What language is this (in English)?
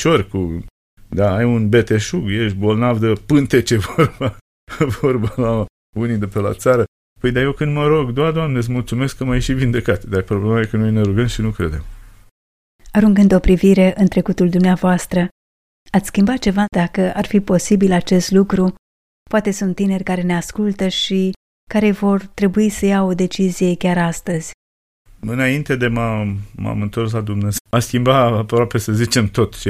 Romanian